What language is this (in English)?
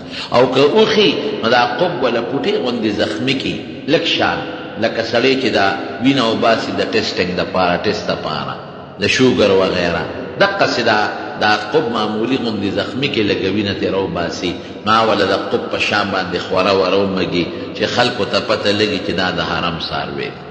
Pashto